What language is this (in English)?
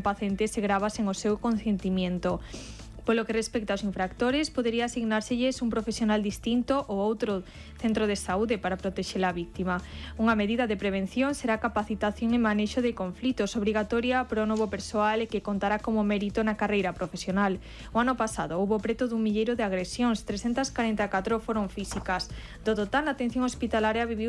Galician